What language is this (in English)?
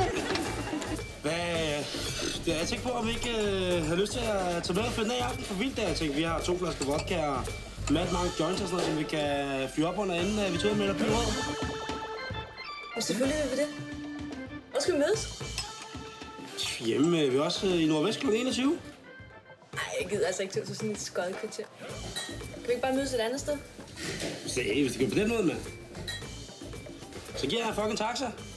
Danish